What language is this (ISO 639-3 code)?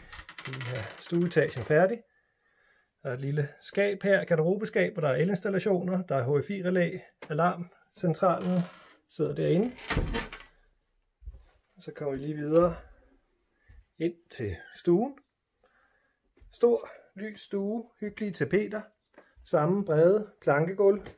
dan